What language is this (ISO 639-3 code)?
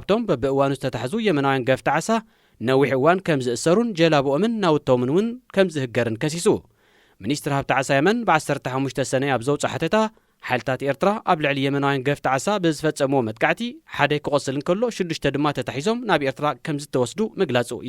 tir